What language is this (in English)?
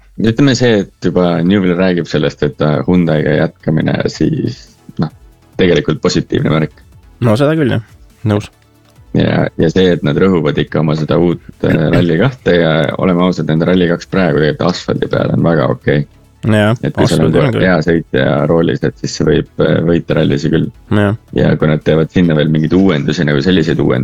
Estonian